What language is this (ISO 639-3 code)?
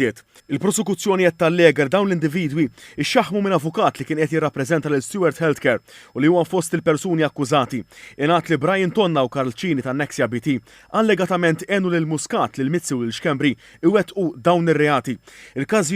mlt